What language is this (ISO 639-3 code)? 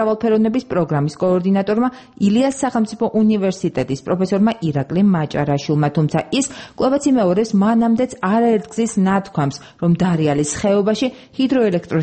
kat